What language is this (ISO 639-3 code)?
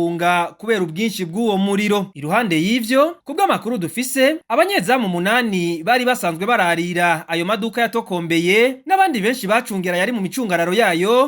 run